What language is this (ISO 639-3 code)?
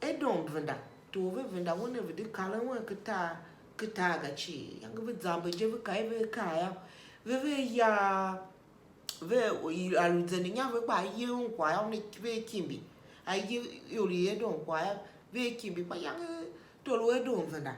tiv